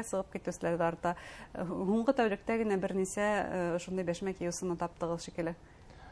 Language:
Bashkir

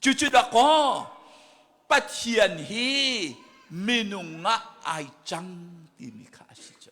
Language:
Hakha Chin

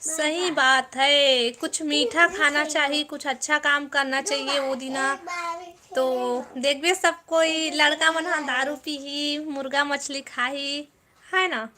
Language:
Chhattisgarhi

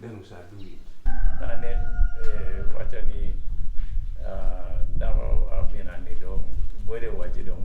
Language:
Acoli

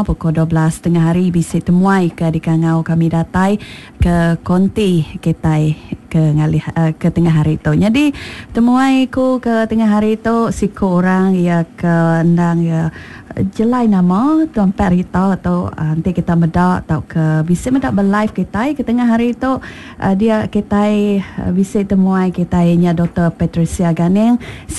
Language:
Iban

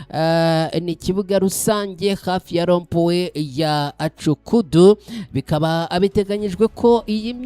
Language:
Kinyarwanda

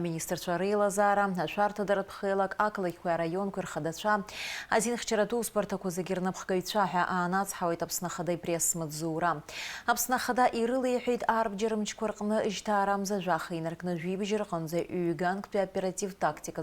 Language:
Abkhazian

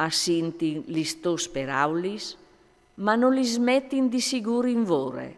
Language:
Friulian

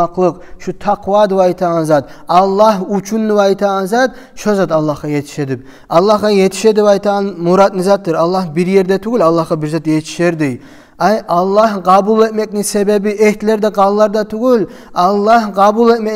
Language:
Kumyk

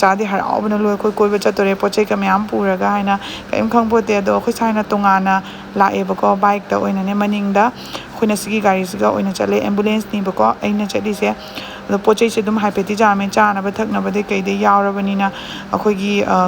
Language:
Manipuri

